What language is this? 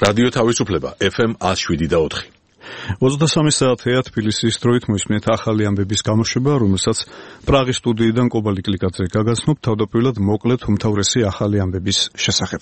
Georgian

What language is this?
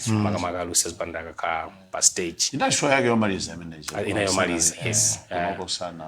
Nyanja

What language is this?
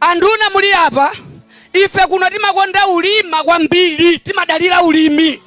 Nyanja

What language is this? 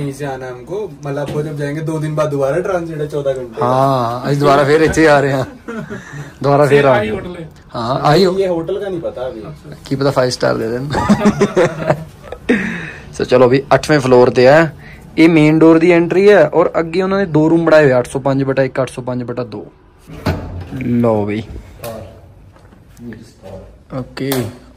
Punjabi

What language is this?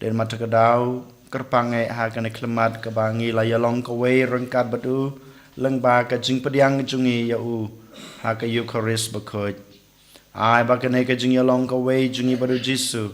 Khasi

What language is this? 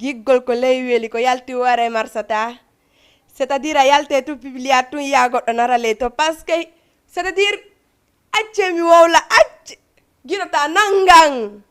Fula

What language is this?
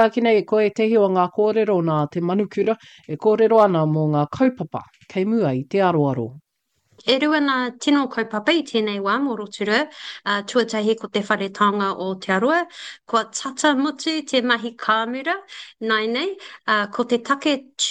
Māori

